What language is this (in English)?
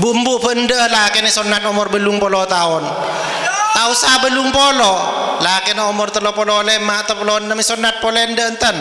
Madurese